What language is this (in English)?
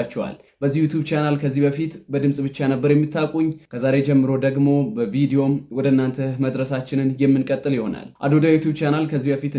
Amharic